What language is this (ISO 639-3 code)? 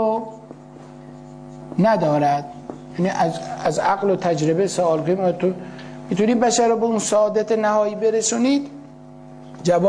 fas